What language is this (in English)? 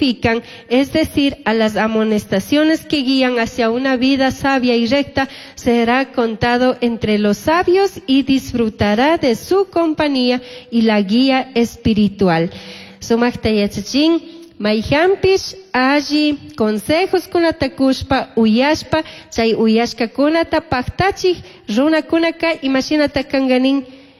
Chimborazo Highland Quichua